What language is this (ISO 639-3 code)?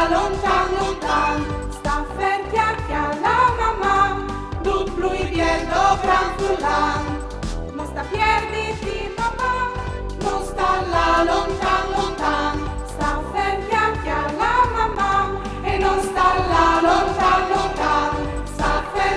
fur